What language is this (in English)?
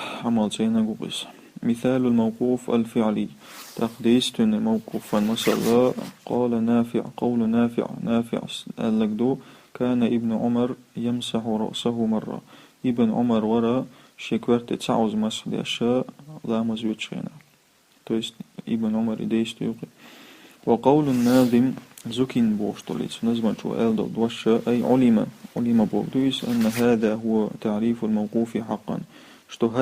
Chechen